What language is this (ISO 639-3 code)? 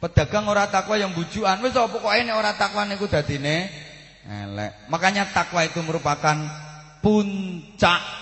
jav